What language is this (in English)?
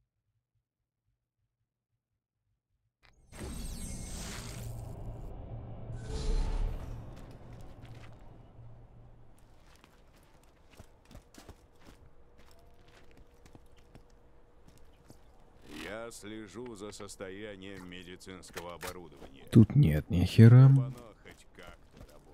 Russian